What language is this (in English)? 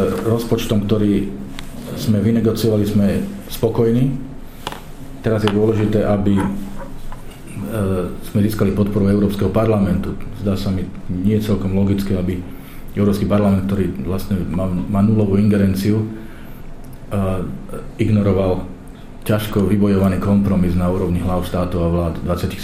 Slovak